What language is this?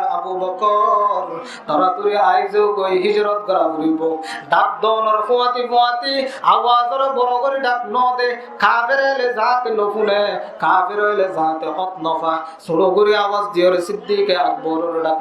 Rohingya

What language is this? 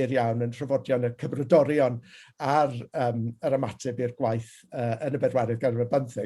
Welsh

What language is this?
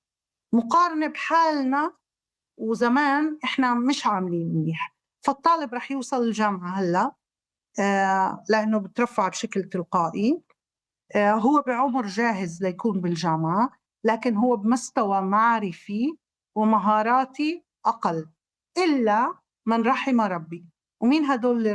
North Levantine Arabic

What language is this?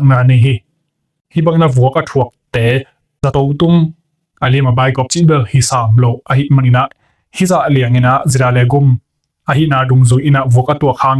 Tedim Chin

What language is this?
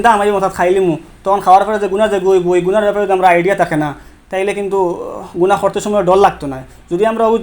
Sylheti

